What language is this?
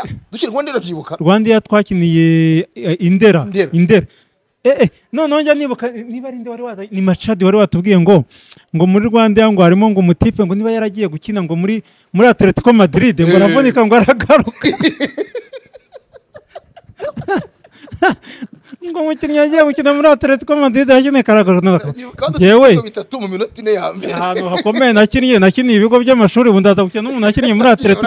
Kinyarwanda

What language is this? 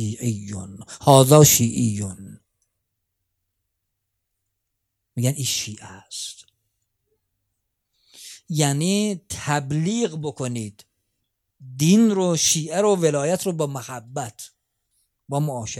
Persian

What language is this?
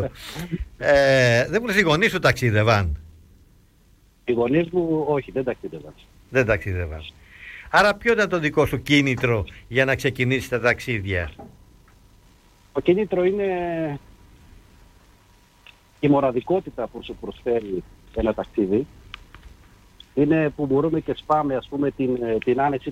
Greek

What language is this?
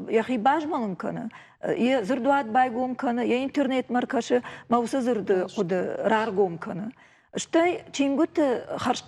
Ossetic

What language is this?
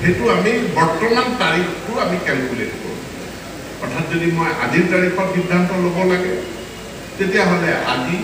Assamese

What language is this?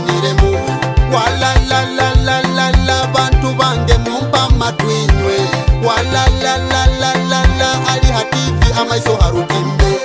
Nyoro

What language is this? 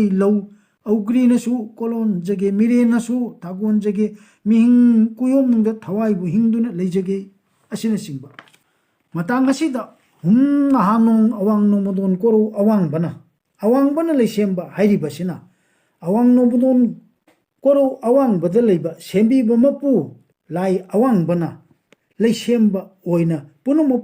Manipuri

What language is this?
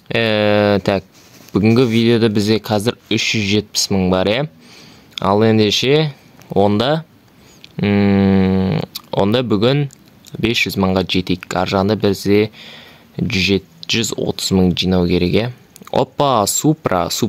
Kazakh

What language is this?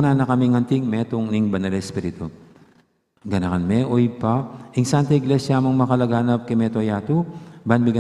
Pampanga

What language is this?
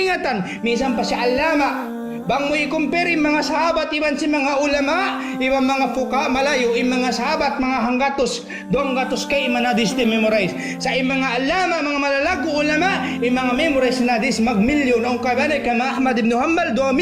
Tausug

